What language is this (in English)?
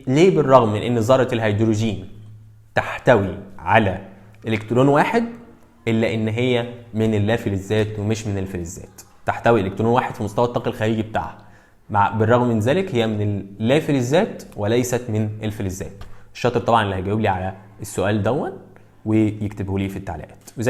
Egyptian Arabic